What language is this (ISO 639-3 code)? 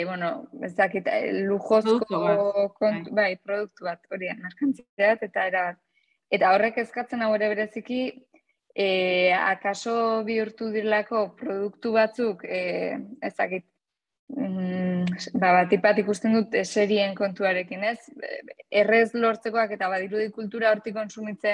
eus